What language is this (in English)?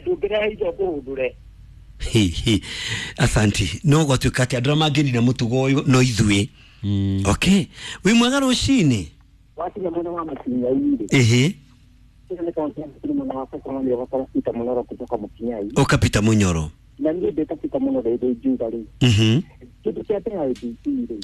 Kikuyu